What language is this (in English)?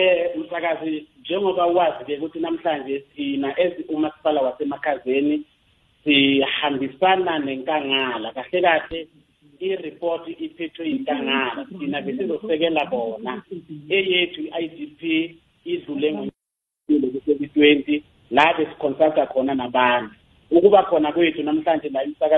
South Ndebele